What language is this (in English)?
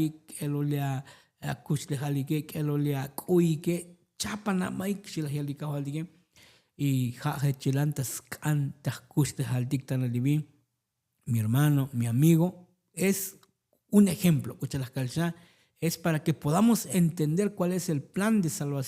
Tzotzil